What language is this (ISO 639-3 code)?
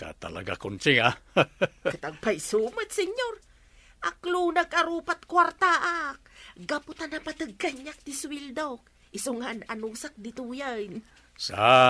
ilo